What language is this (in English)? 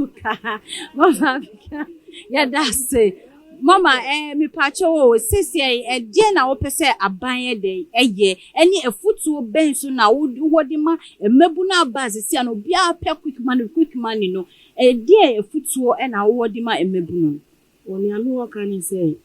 Akan